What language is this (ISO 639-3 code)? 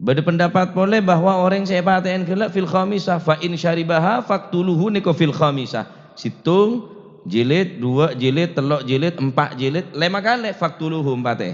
mad